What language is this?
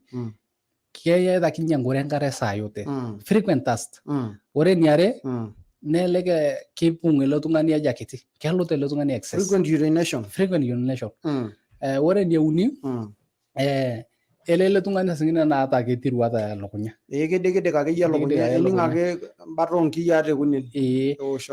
Masai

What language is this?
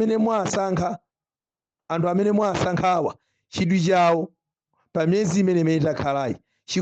Nyanja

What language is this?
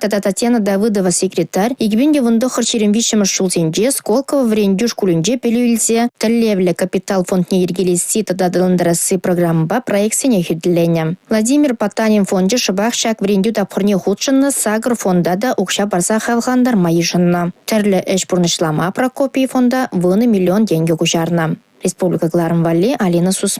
Chuvash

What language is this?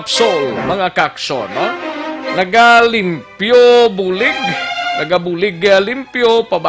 Hiligaynon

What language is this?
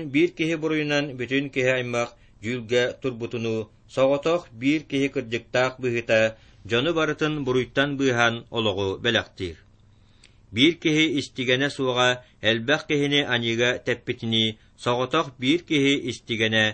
Yakut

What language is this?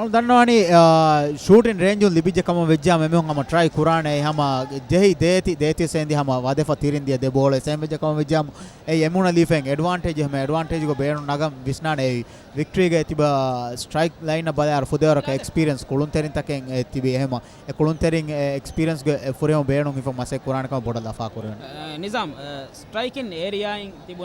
Divehi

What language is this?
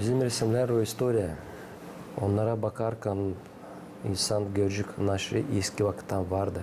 Gagauz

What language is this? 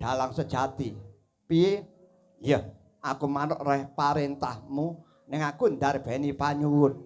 Javanese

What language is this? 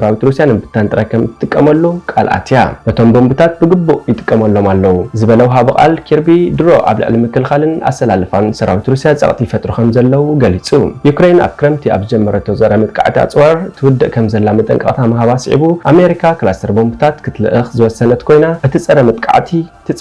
Tigrinya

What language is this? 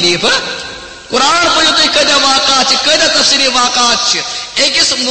Kashmiri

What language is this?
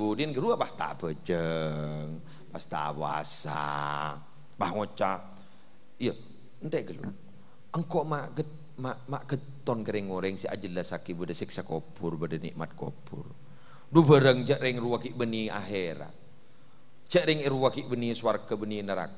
Madurese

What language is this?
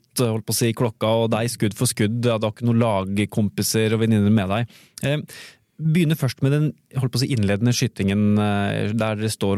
Norwegian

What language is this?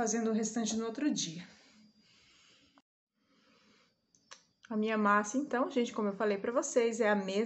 Portuguese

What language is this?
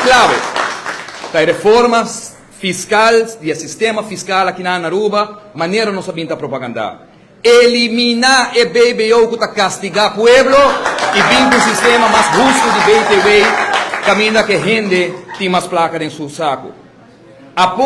Papiamento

